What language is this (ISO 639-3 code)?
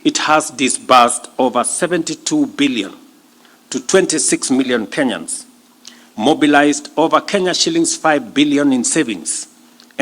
kik